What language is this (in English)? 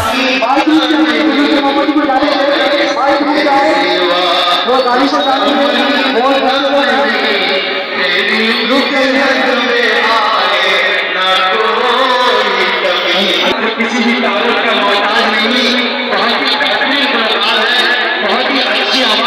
Urdu